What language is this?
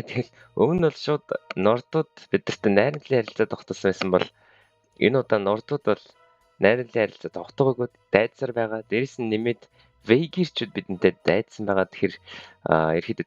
Mongolian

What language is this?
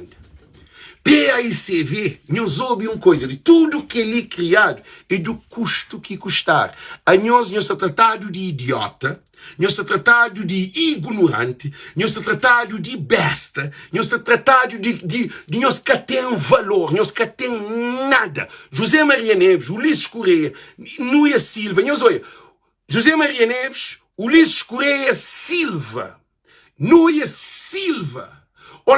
Kabuverdianu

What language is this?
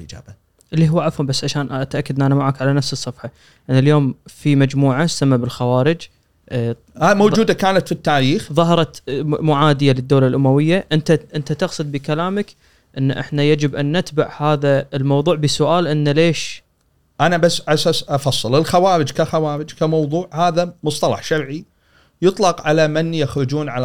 Gulf Arabic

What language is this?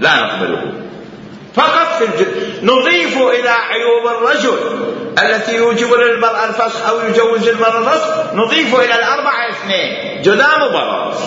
Mesopotamian Arabic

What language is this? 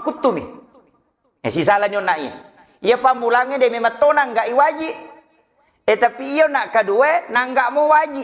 Buginese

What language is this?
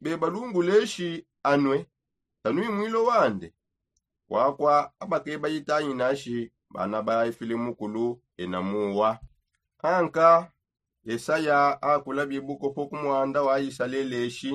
Songe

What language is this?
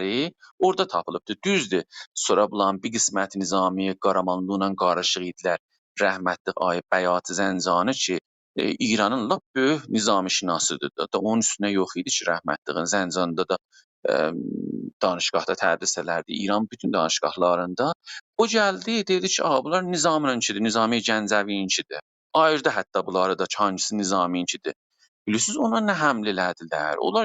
South Azerbaijani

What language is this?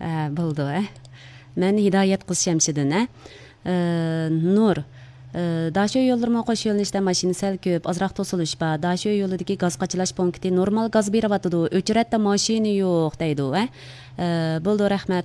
Uyghur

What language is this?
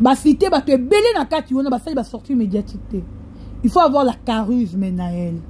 Lingala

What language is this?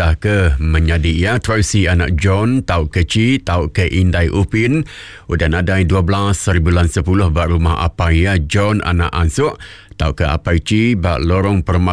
Iban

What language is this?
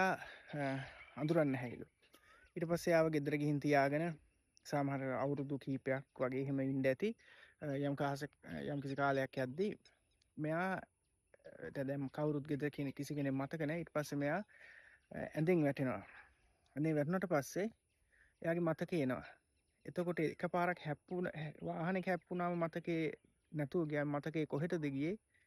Sinhala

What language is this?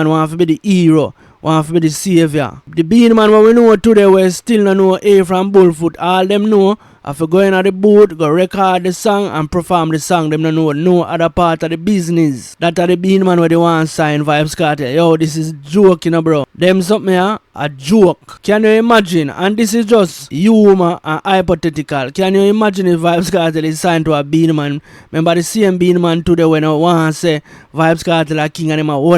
Jamaican Creole English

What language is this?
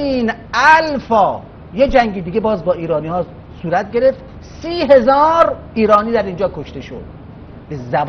Persian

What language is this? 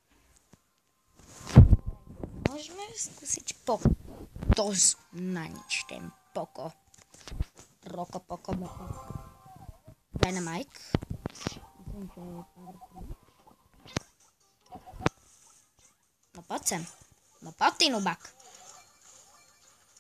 Slovak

